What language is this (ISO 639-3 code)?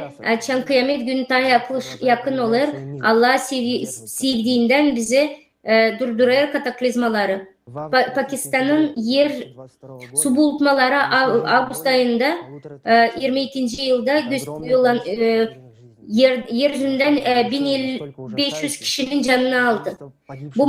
gag